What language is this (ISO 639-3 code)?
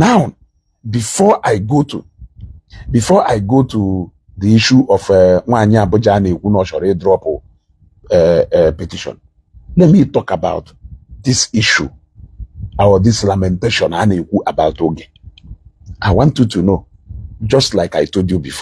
ibo